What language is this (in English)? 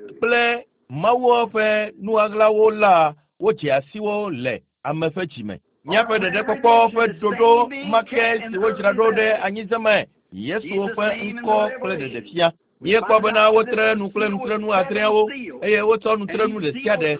Ewe